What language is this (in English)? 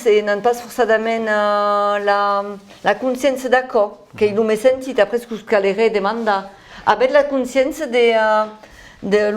Occitan